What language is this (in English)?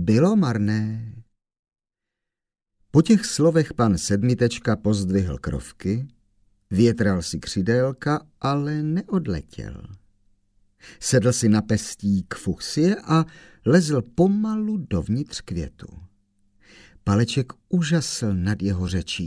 Czech